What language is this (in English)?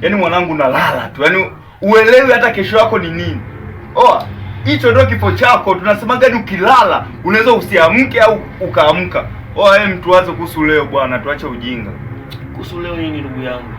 Swahili